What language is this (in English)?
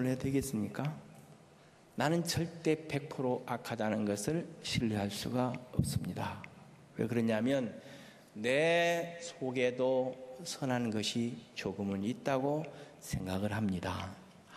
Korean